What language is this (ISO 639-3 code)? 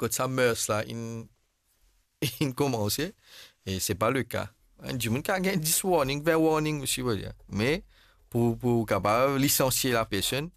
mfe